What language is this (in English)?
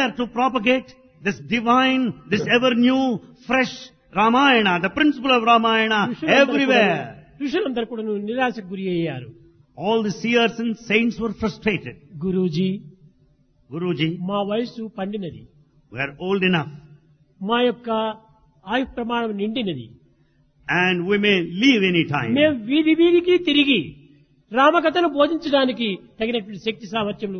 Telugu